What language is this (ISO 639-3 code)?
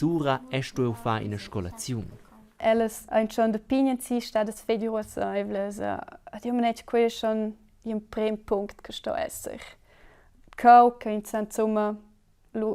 roh